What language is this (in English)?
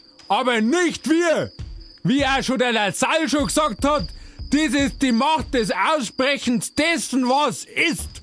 Bavarian